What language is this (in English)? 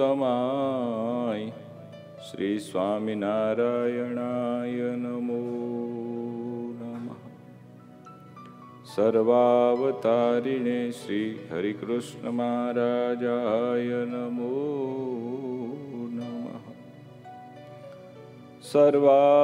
Gujarati